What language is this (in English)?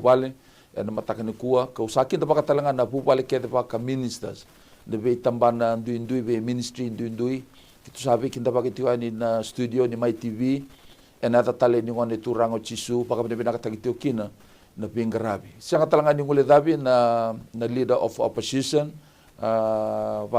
Fijian